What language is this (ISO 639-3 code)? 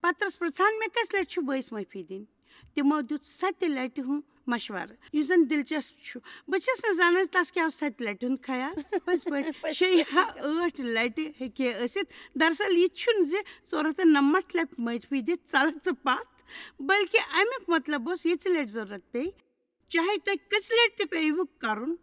kas